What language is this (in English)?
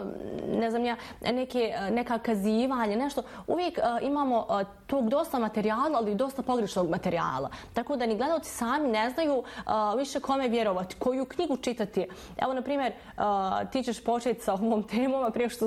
Bosnian